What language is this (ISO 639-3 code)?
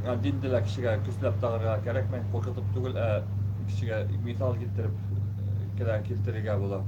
bak